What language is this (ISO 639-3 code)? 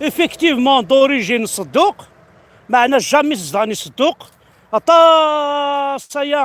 kab